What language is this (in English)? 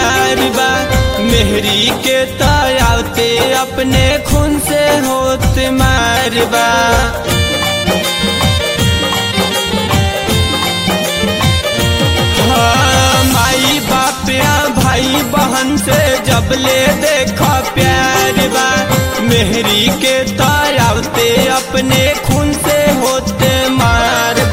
Bhojpuri